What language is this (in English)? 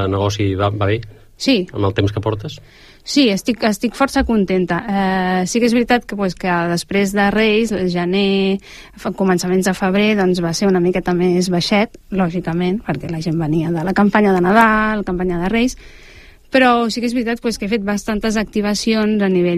Catalan